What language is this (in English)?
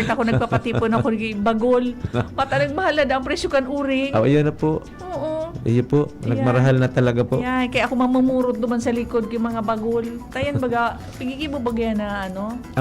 Bikol